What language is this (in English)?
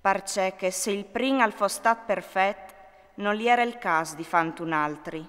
Friulian